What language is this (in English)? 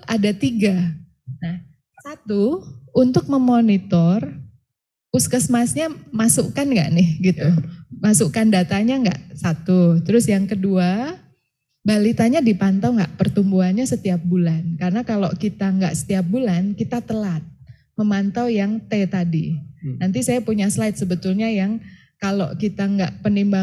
Indonesian